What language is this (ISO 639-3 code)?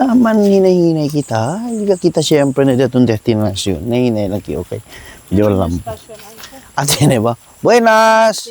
cbk